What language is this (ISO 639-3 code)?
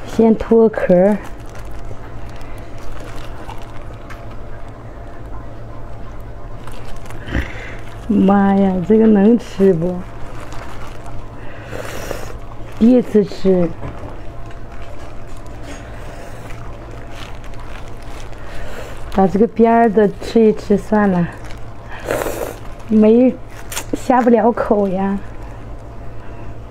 zho